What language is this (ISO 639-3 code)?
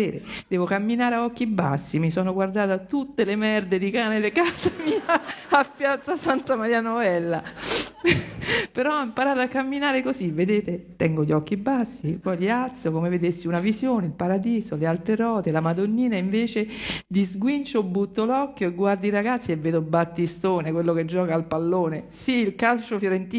ita